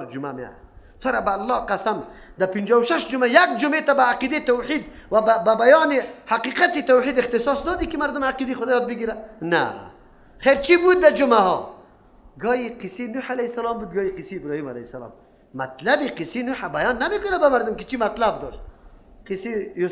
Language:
Persian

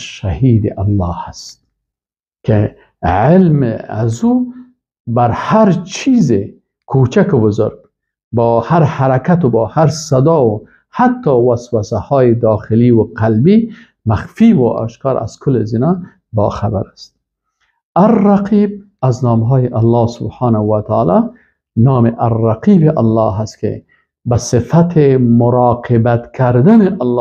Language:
Persian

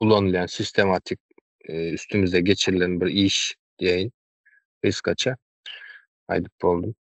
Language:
Turkmen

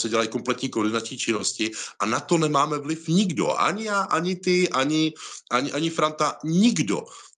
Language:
Czech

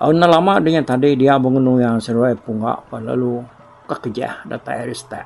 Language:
Iban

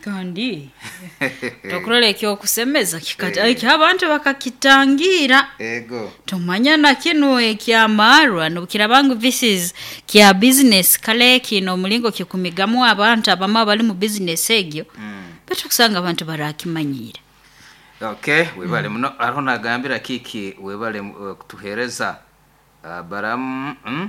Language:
Nyoro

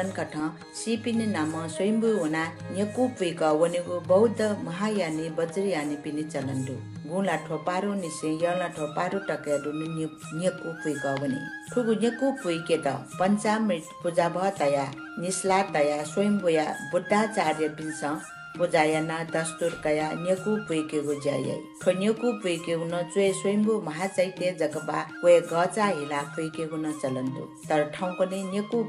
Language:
Newari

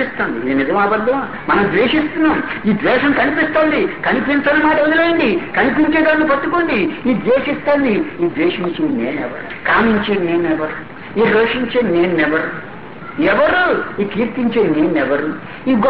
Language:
Telugu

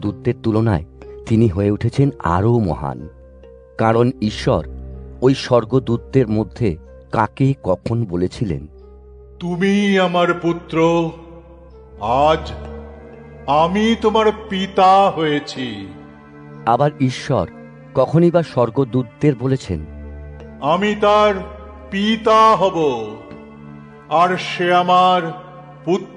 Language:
Bangla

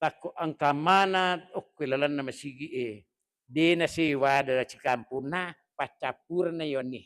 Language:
Buginese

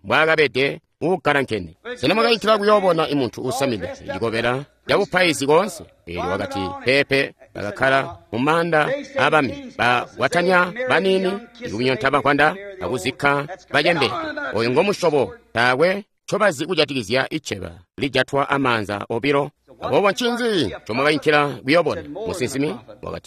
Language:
Tonga (Zambia)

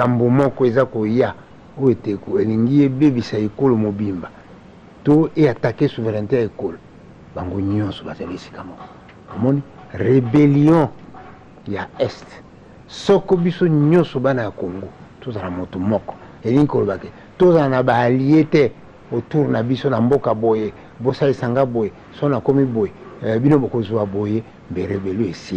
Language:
Lingala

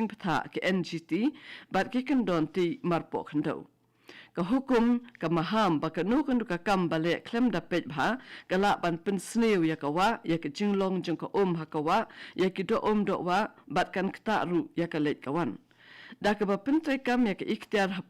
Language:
Khasi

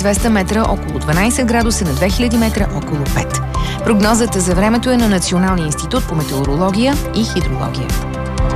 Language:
Bulgarian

